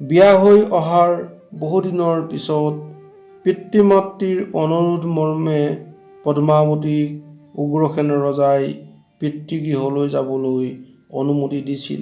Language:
Assamese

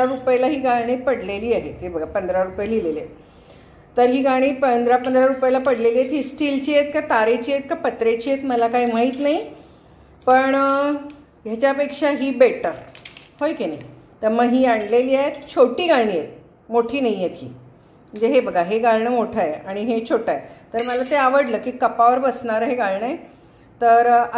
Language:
Marathi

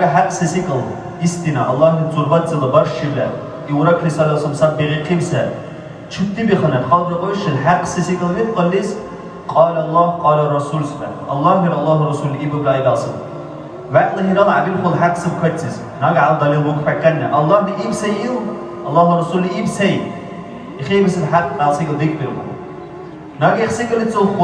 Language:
Dargwa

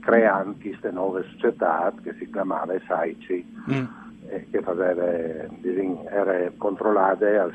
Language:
Friulian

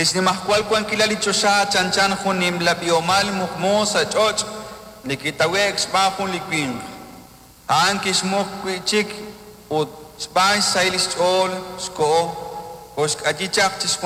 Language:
Kekchí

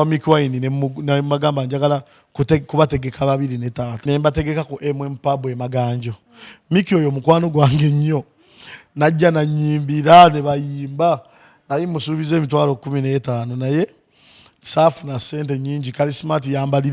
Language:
Ganda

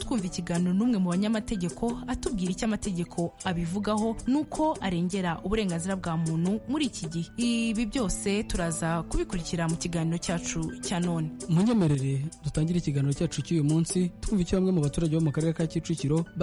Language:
Kinyarwanda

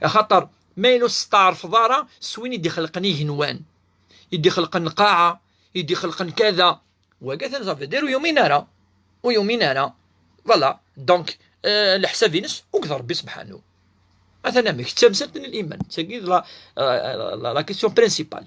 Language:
Kabyle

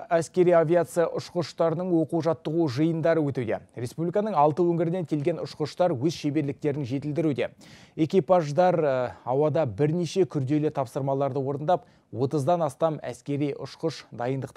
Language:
Kazakh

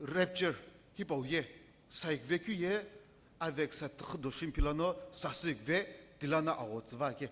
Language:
Sumi Naga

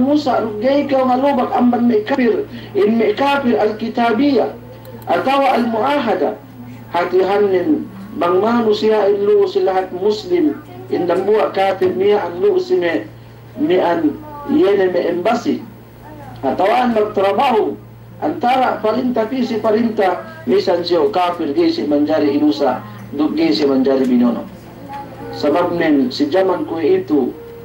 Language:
Yakan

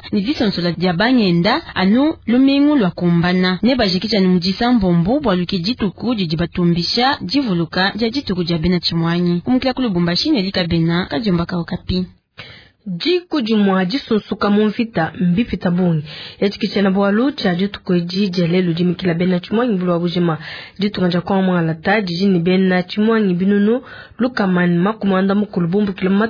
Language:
Luba-Lulua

